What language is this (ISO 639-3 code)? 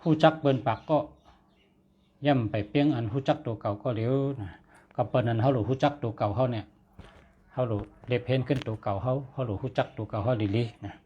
shn